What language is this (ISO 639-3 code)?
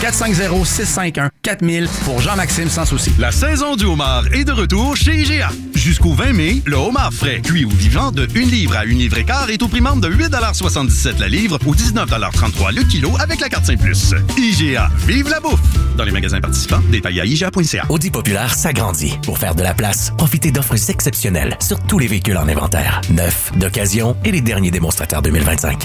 fra